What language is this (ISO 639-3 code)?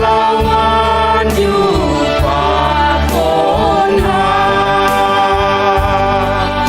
bts